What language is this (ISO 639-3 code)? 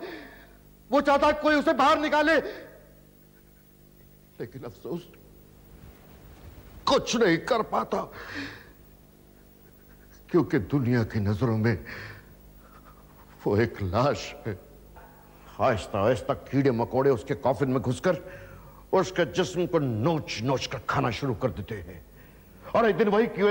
hin